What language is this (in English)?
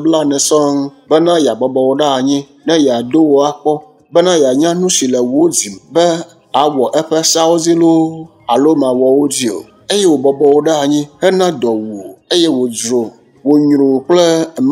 Ewe